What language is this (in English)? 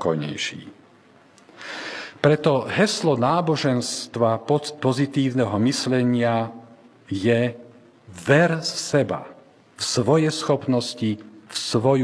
Slovak